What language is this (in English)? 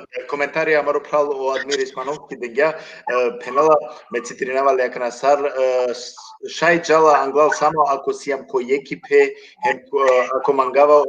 Balkan Romani